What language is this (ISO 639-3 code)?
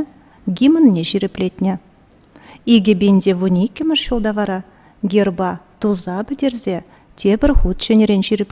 chv